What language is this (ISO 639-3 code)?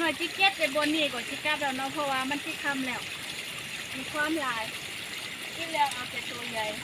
lao